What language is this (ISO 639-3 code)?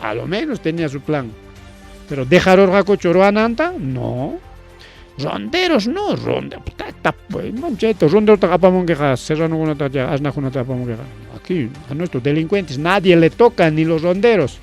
quy